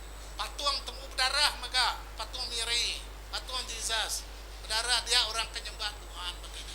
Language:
Iban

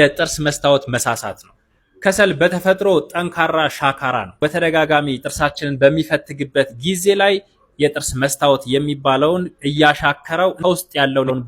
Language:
Amharic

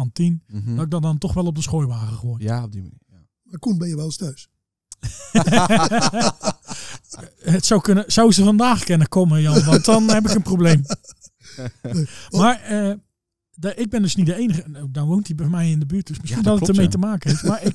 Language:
Dutch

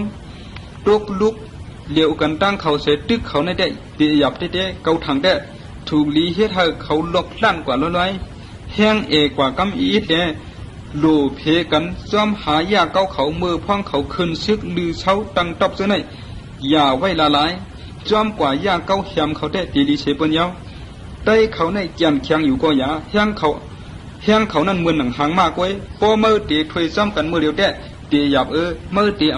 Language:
Shan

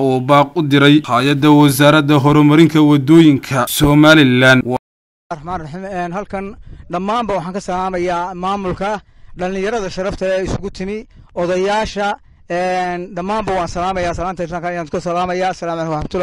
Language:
Somali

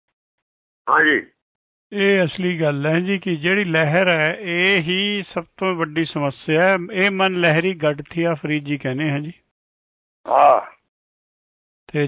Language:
Punjabi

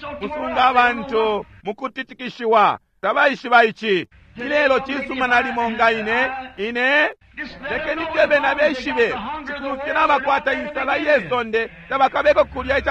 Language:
Bemba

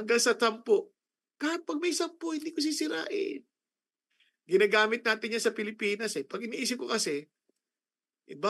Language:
Filipino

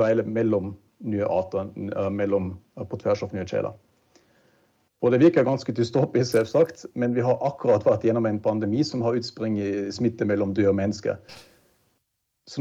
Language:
Norwegian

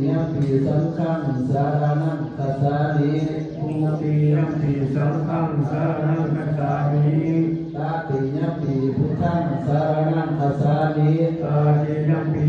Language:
Pali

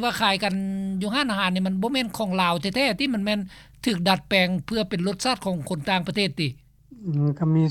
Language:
Lao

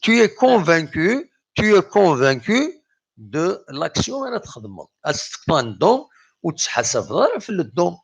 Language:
Kabyle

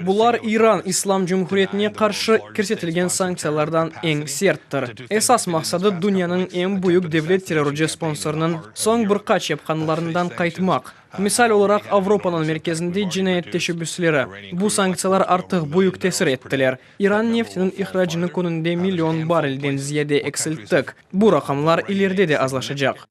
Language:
Crimean Tatar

